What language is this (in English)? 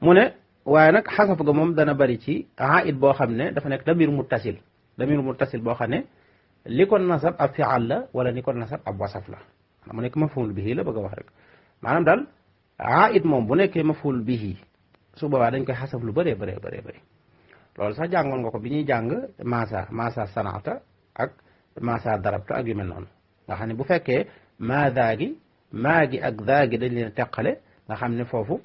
Wolof